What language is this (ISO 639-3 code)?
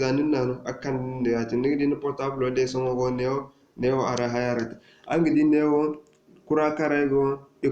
dje